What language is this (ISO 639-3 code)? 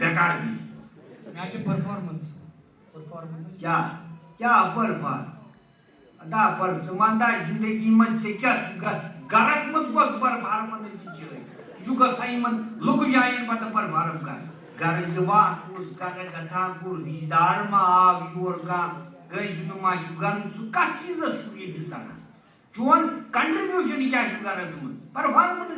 kas